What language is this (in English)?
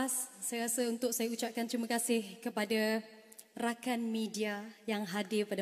Malay